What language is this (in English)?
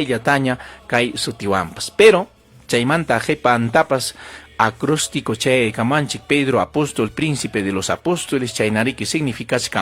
Ayacucho Quechua